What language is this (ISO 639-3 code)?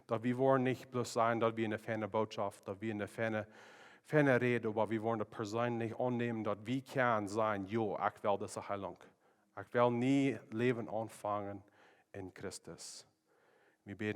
pdt